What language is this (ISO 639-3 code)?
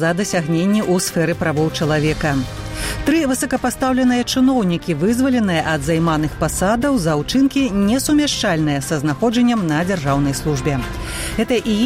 bel